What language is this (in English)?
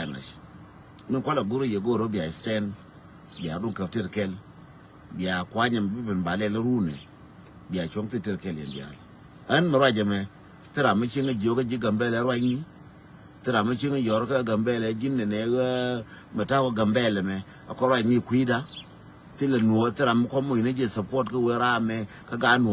Nuer